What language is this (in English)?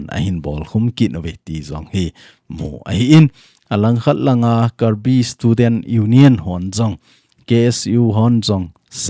Thado Chin